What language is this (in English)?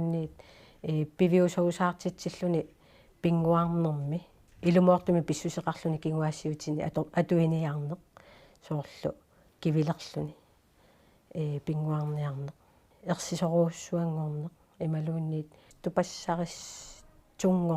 Kalaallisut